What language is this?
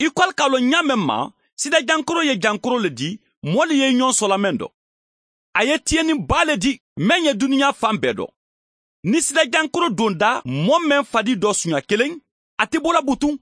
Mandingo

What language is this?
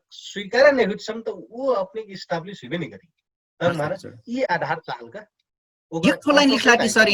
Dangaura Tharu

